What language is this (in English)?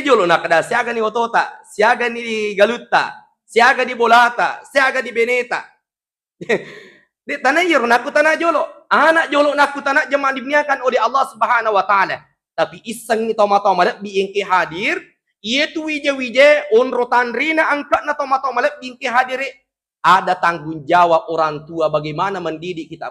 Buginese